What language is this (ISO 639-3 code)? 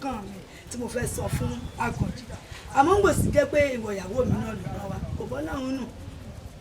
yor